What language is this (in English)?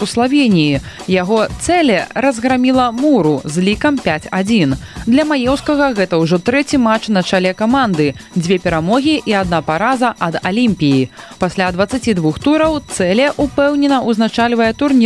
Belarusian